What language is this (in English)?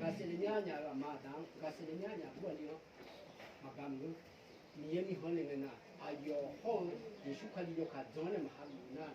Akha